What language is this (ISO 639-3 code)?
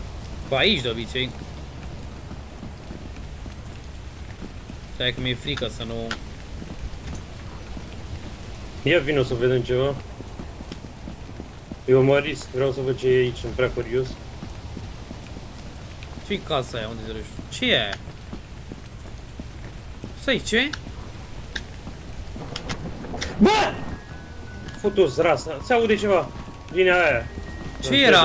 ron